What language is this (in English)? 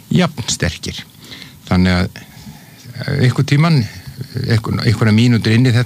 Icelandic